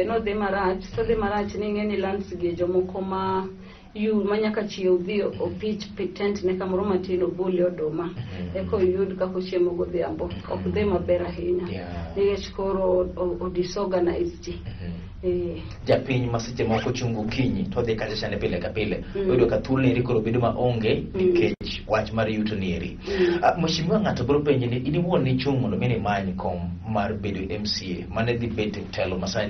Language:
Luo (Kenya and Tanzania)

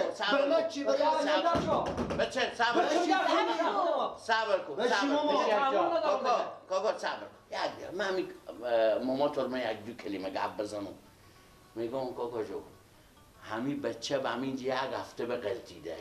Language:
Persian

